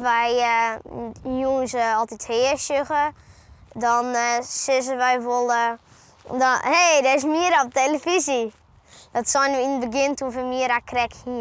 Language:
Western Frisian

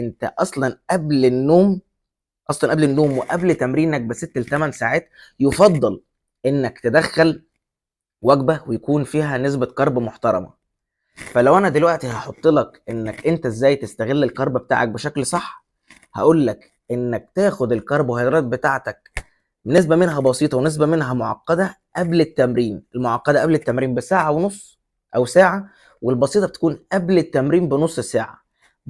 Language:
Egyptian Arabic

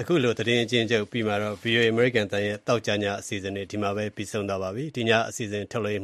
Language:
Burmese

